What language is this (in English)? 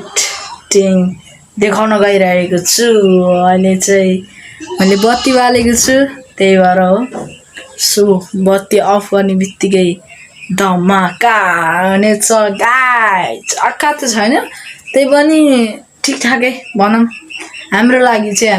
Nepali